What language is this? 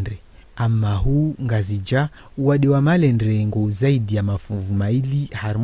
Ngazidja Comorian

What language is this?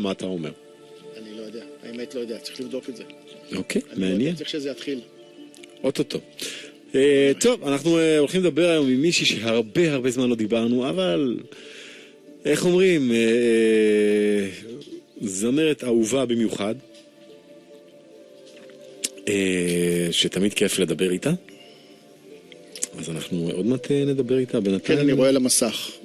Hebrew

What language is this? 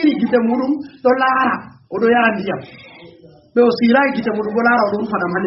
Fula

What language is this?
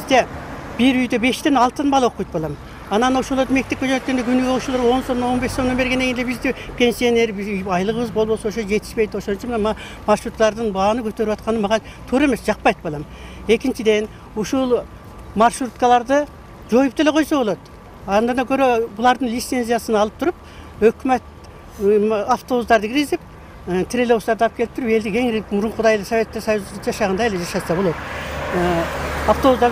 Kyrgyz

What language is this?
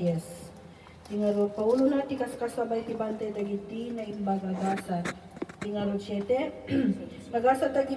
Iloko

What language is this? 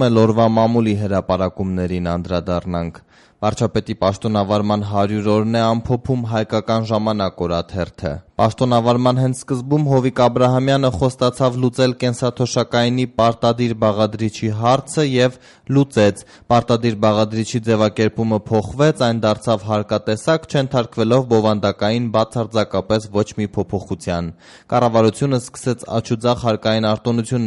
Armenian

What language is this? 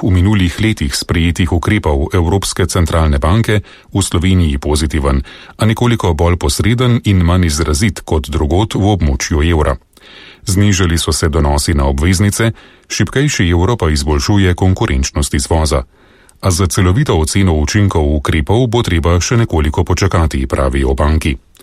Slovenian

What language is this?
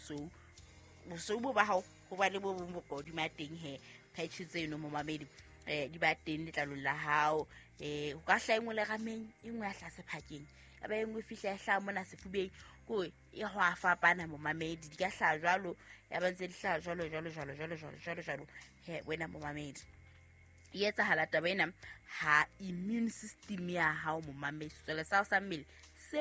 Southern Sotho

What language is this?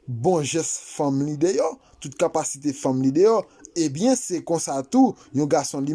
Haitian Creole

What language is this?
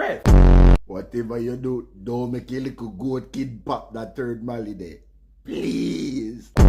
Jamaican Creole English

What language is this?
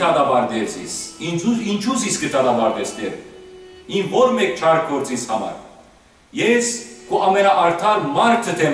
Western Armenian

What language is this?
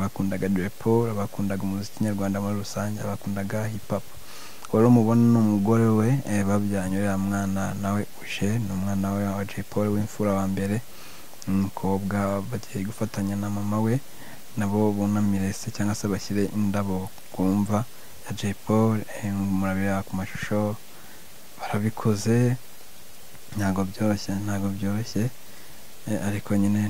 Kinyarwanda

